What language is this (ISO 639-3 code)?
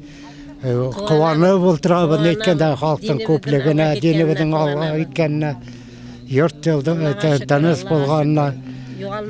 bak